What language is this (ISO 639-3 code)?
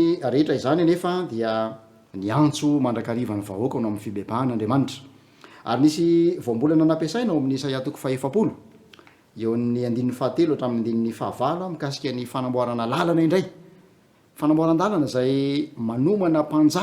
mlg